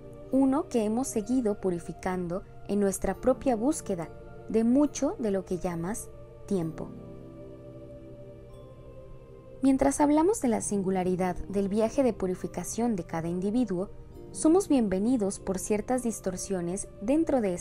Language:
Spanish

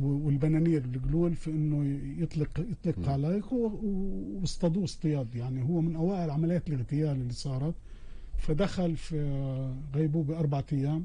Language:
North Levantine Arabic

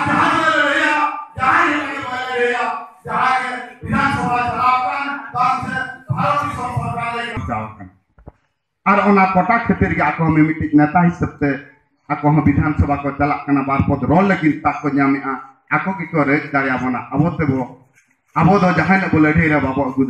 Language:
Santali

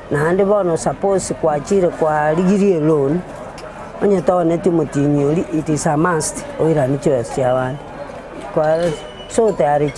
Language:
Gusii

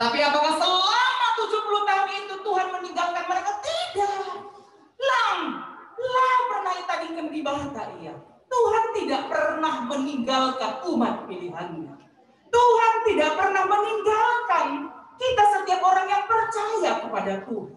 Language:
Batak Karo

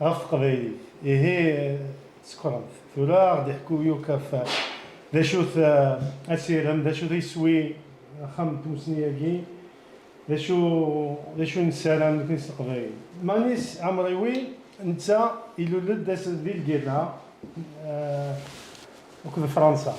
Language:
Kabyle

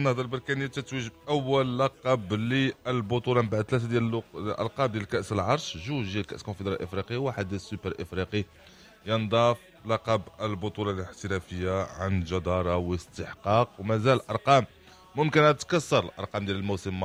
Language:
Moroccan Arabic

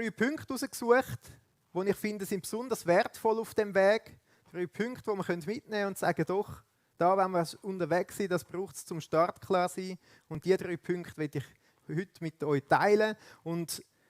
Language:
Swiss German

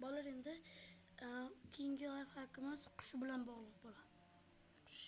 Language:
Uzbek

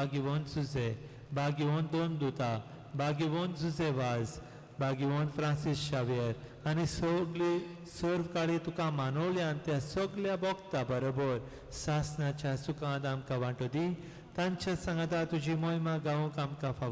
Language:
Konkani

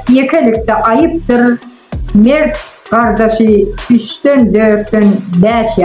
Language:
Turkmen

